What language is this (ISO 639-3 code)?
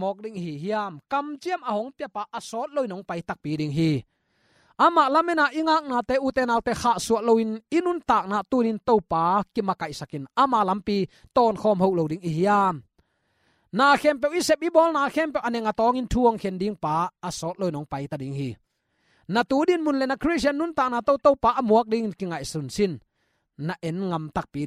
ctd